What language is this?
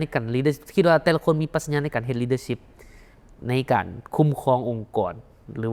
Lao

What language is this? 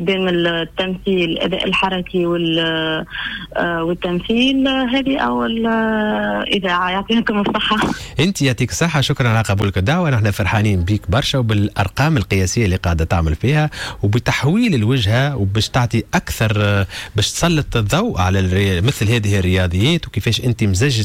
Tunisian Arabic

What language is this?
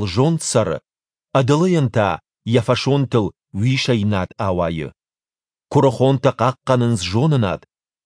Ossetic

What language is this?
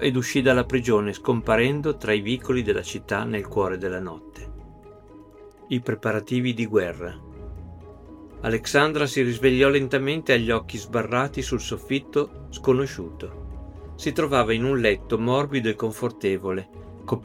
Italian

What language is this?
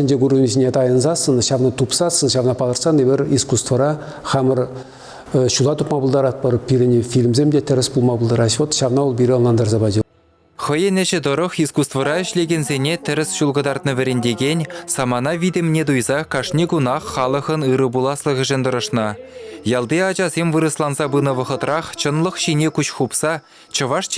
Chuvash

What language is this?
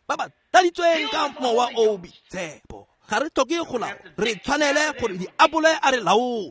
Tswana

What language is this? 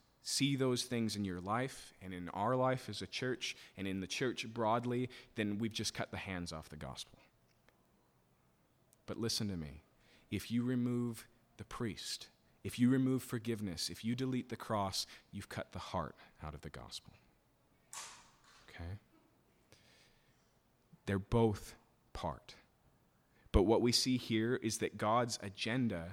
English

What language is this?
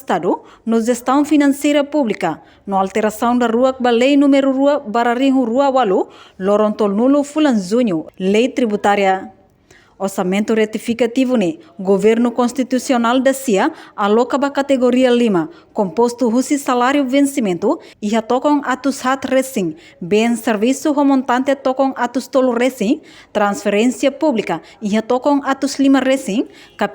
Tetum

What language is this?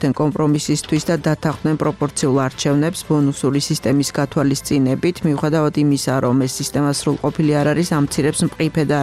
Georgian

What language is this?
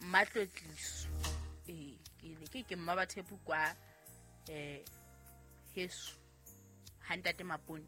Southern Sotho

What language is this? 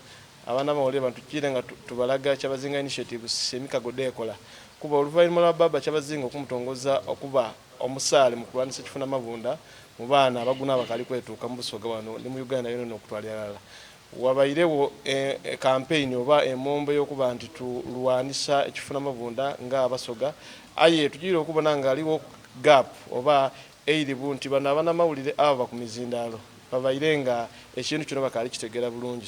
Soga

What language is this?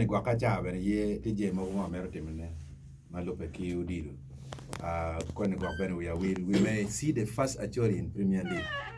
Acoli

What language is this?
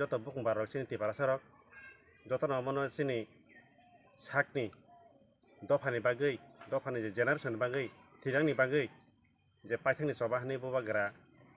Kok Borok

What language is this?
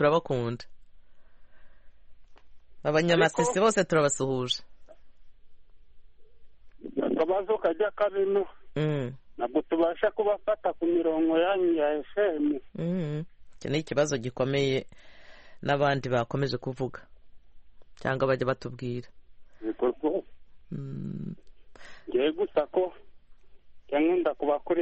Kinyarwanda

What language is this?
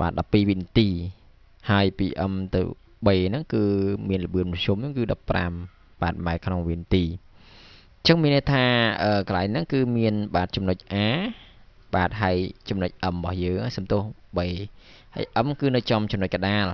Khmer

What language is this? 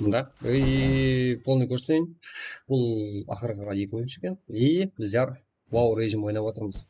Kara-Kalpak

